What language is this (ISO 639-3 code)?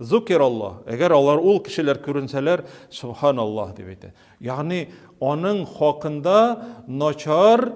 tat